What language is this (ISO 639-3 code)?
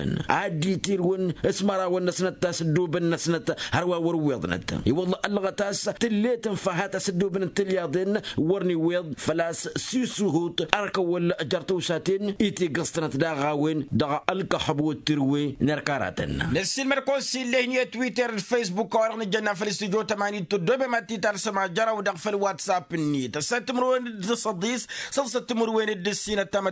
taq